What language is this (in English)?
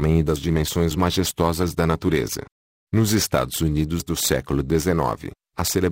Portuguese